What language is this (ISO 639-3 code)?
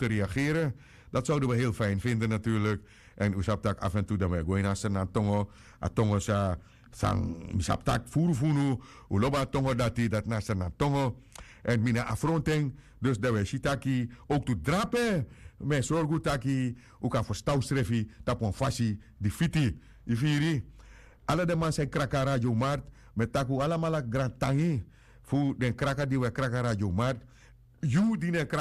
srn